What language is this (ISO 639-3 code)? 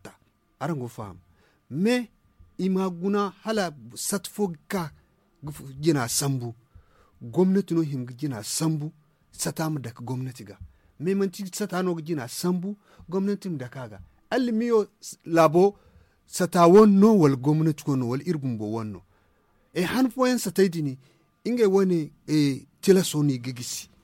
dje